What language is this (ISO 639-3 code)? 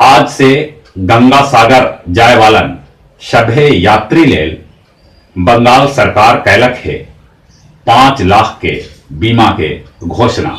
mag